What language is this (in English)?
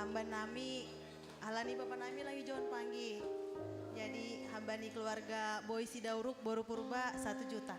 Batak Simalungun